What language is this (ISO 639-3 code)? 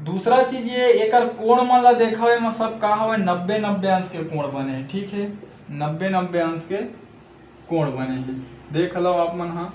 hne